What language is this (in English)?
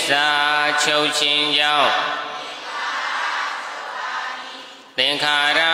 Burmese